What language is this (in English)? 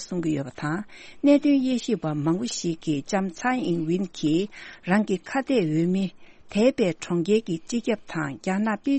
Tibetan